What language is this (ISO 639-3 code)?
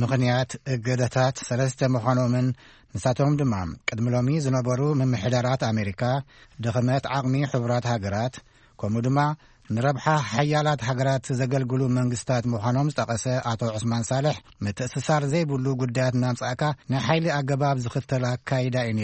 tir